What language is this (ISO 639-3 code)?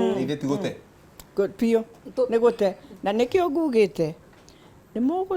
kik